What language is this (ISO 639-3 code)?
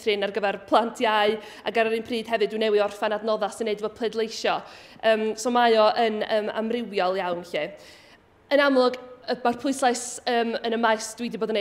cym